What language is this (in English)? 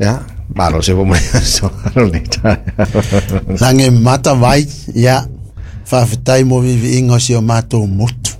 Samoan